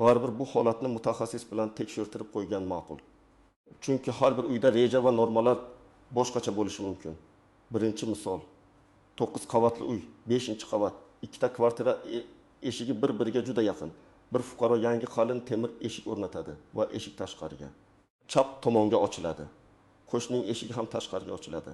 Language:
Uzbek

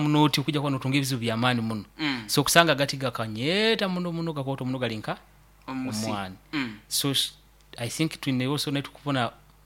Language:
Nyoro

